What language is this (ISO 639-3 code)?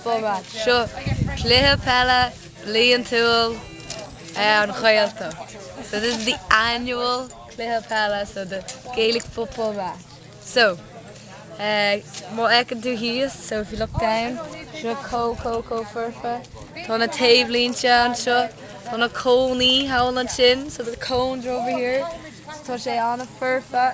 gle